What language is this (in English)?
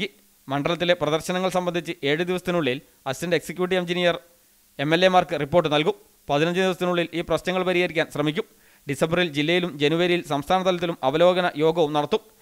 Malayalam